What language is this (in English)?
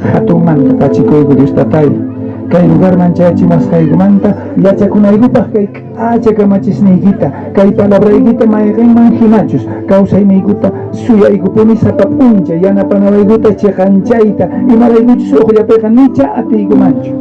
South Bolivian Quechua